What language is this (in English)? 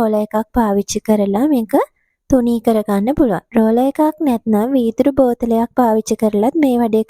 Sinhala